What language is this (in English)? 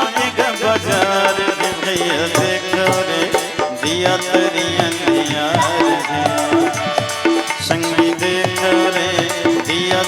Chhattisgarhi